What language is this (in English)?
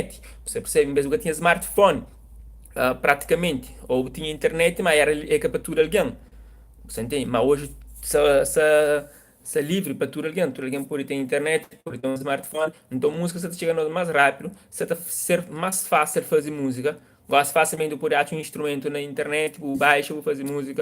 Kabuverdianu